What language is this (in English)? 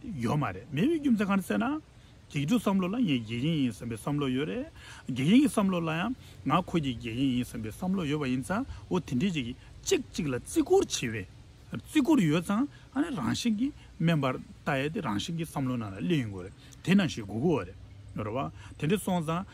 Tibetan